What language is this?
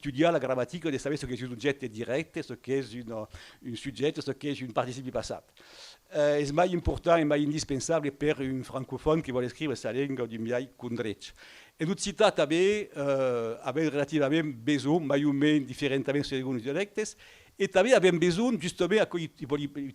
Occitan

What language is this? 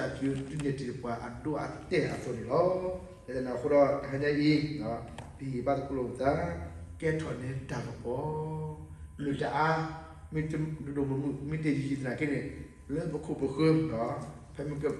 S'gaw Karen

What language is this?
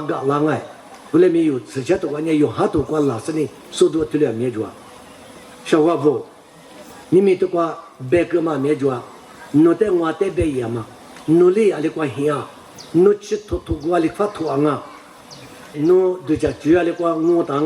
Lisu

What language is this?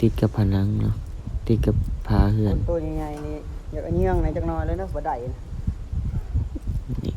Lao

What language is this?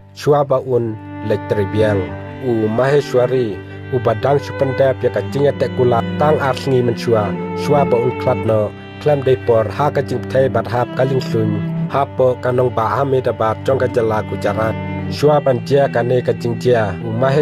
Khasi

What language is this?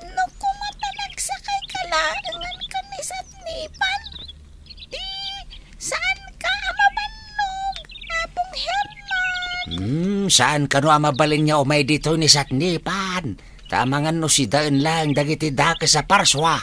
Iloko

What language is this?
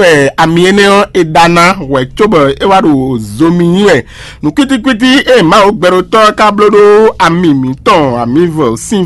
Fon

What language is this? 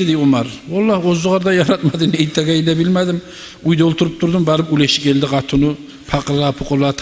Kumyk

